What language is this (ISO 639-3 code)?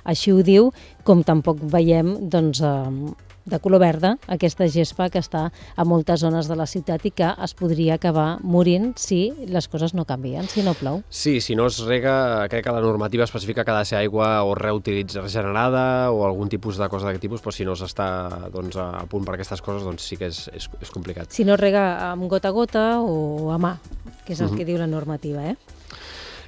cat